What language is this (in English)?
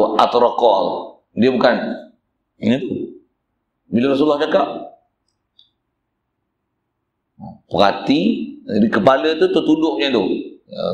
Malay